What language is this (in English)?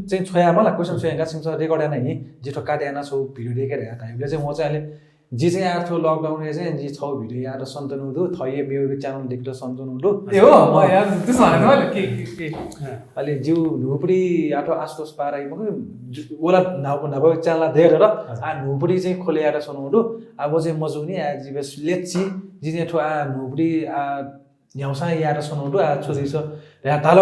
Newari